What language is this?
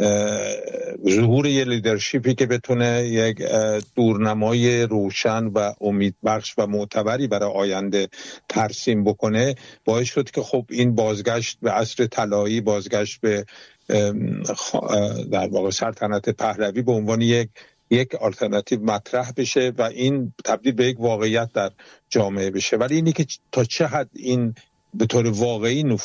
Persian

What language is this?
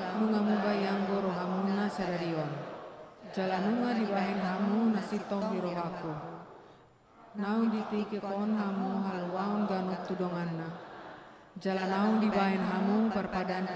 Batak Toba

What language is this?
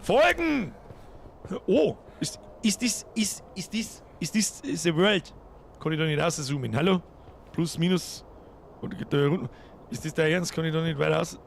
Bavarian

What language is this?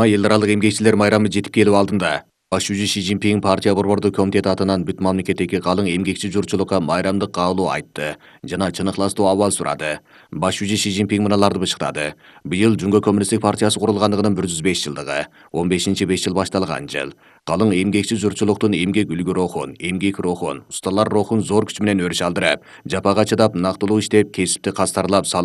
Kyrgyz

